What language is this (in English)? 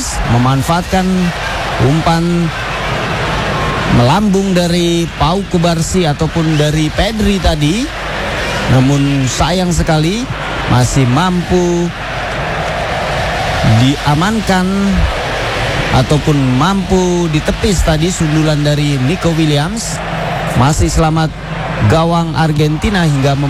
Indonesian